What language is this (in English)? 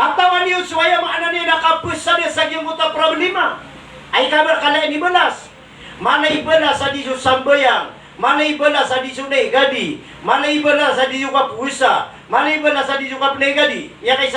Maranao